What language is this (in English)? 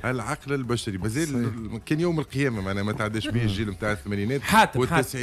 Tunisian Arabic